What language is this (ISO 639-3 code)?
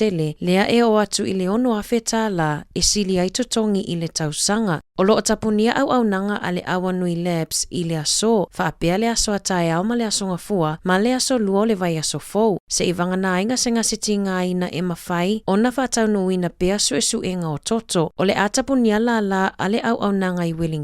smo